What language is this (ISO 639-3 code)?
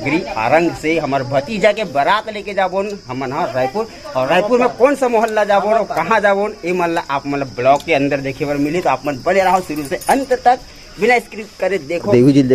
hne